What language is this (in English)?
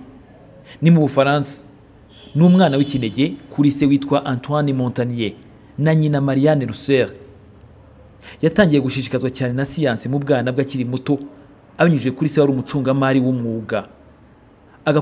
Kinyarwanda